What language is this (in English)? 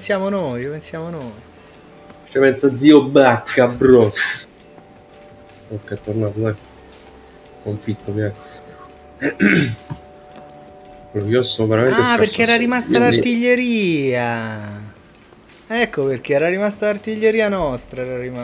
Italian